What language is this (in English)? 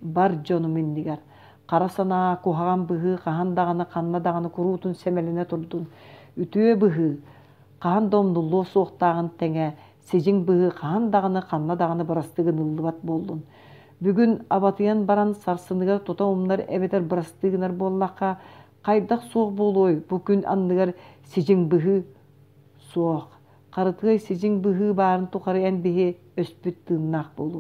Yakut